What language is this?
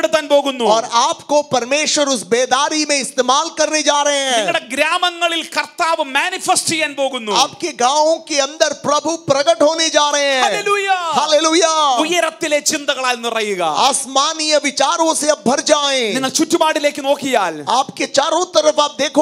Malayalam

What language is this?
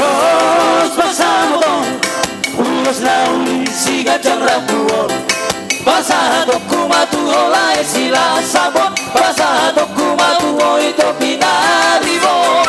Batak Toba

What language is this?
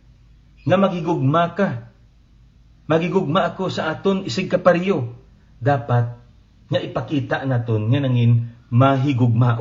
Hiligaynon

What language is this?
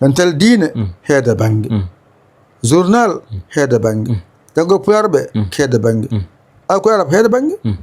Fula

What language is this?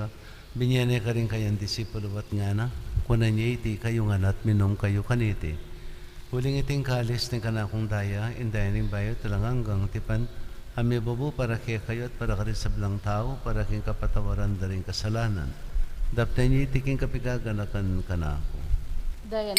Pampanga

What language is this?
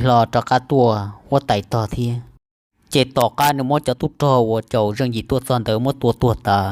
Hmong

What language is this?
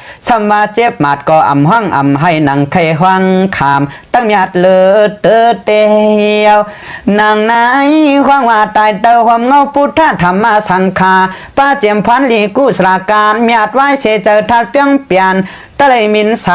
Shan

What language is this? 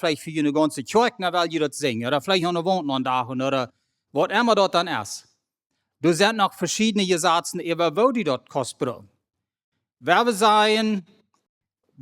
Plautdietsch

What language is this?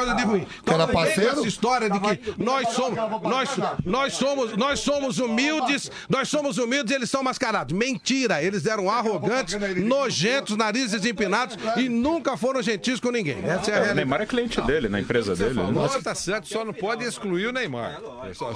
Portuguese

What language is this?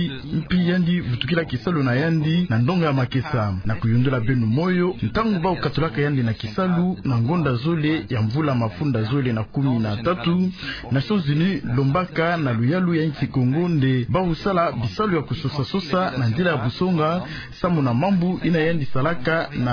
Kituba (Democratic Republic of Congo)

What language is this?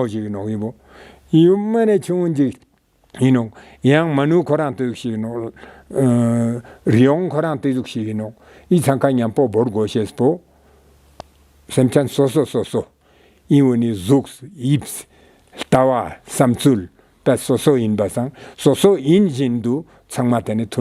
Ladakhi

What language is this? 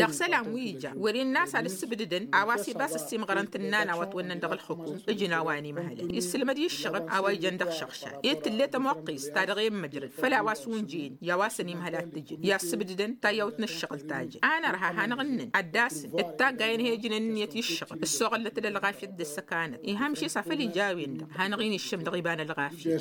Tamasheq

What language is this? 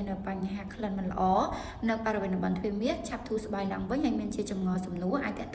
Khmer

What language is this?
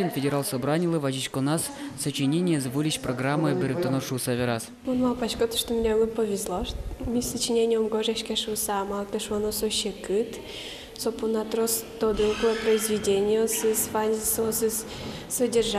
Udmurt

